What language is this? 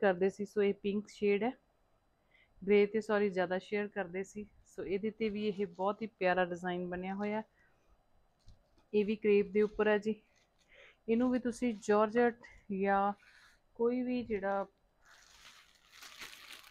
Punjabi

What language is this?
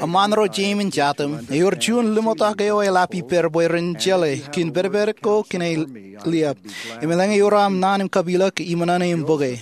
Marshallese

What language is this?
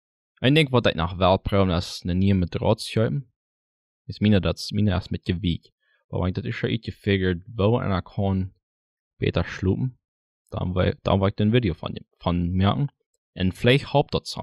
Plautdietsch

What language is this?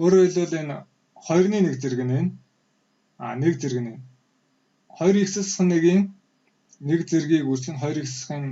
Mongolian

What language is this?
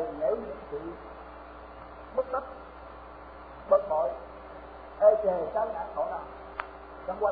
Vietnamese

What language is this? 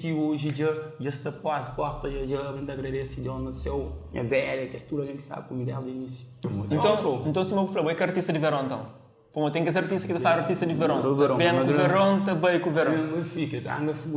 Kabuverdianu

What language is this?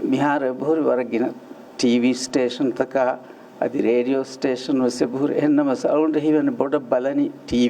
Divehi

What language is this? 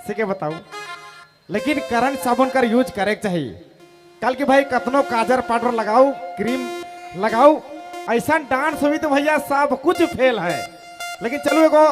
Sadri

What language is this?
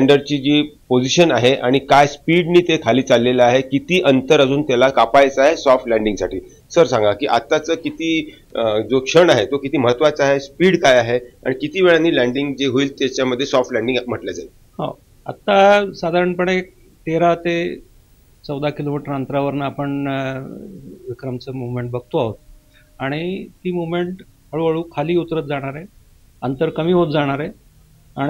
Marathi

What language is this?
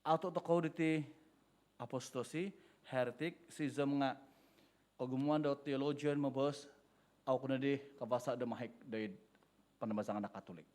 Central Dusun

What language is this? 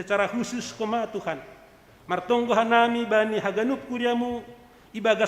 Batak Simalungun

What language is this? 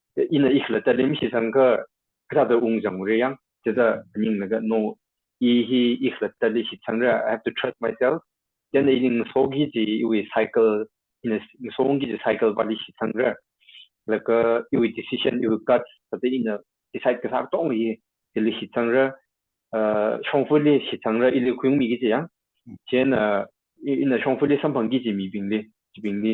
Tangkhul Naga (India)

